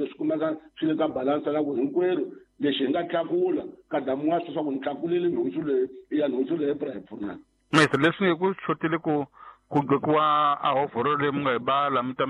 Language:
Tsonga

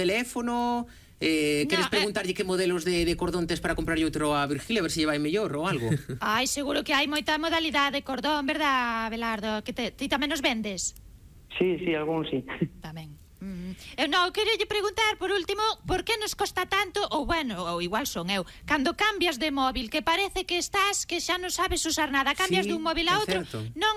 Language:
Galician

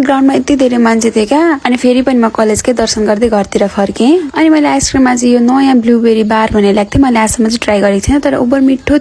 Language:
Nepali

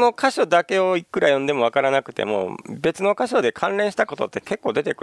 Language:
Japanese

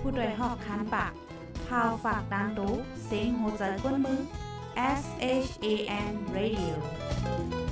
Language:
Shan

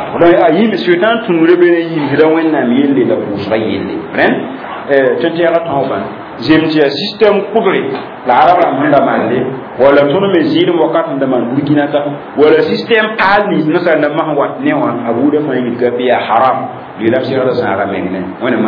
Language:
Mossi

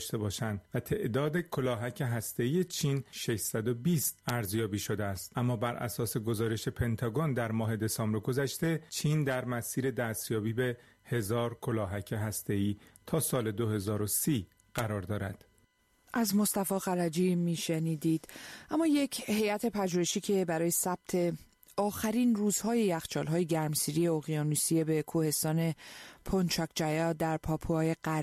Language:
Persian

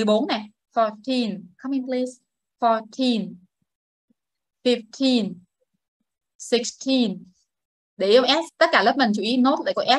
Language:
Vietnamese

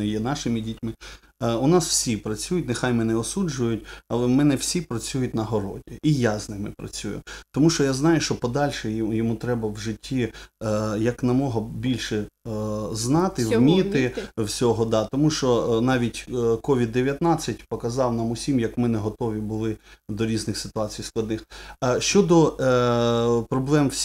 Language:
Ukrainian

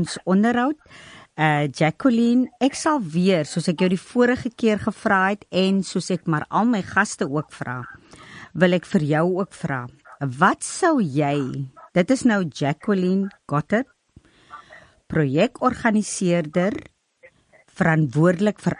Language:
Afrikaans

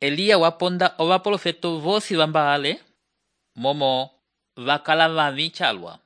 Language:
Umbundu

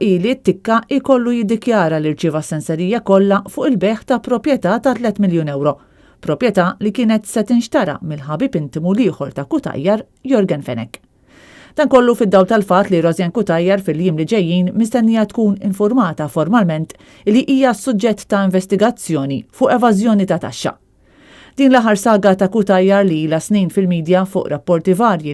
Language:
Maltese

